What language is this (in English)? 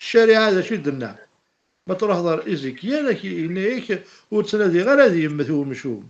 Kabyle